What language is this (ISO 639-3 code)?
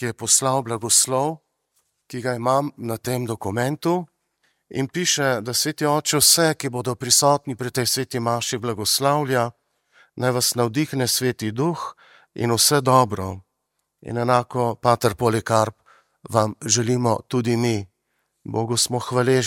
slv